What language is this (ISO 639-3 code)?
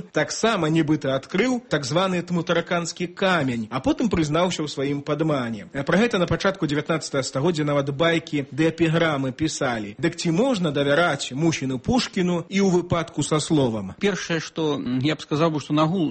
bel